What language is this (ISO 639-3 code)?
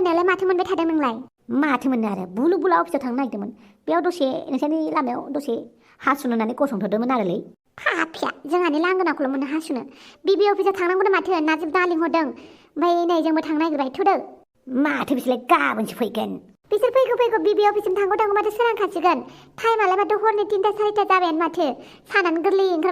brx